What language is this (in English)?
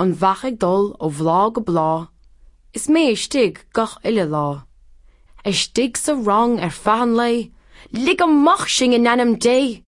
Irish